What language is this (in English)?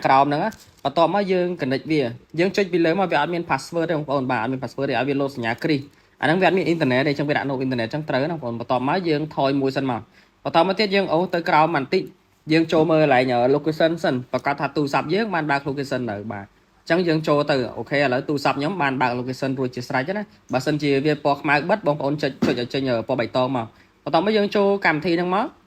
Khmer